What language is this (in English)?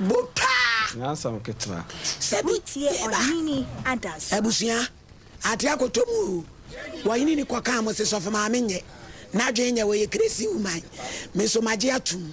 Akan